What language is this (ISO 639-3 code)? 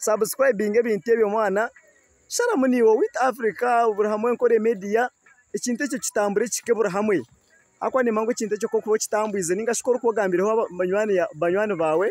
nyn